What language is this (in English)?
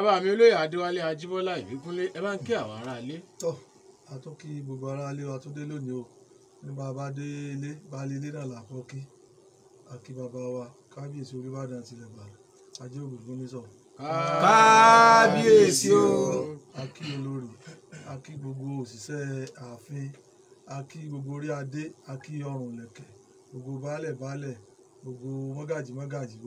Yoruba